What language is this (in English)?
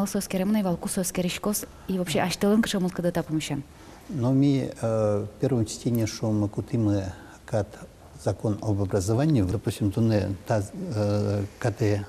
Udmurt